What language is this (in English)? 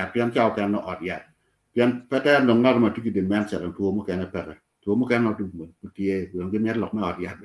Acoli